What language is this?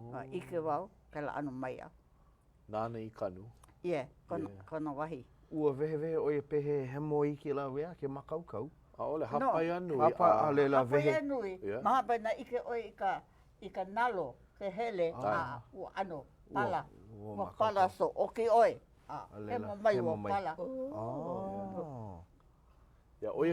Hawaiian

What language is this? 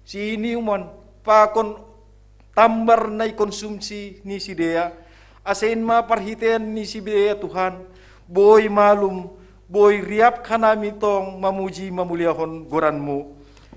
Batak Simalungun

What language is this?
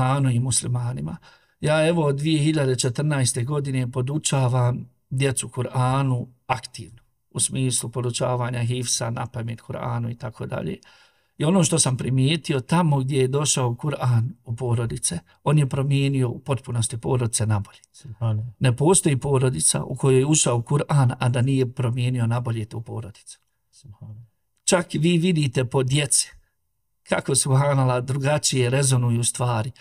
Bosnian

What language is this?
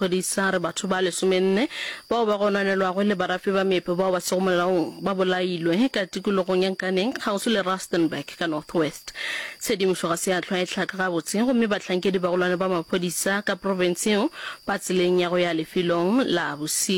Northern Sotho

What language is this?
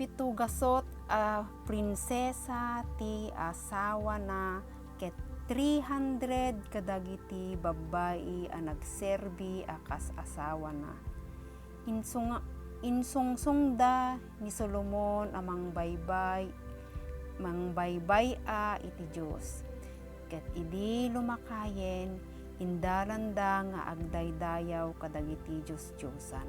Iloko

